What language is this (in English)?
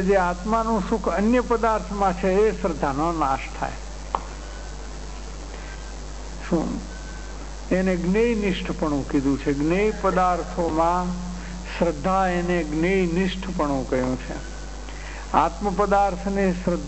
Gujarati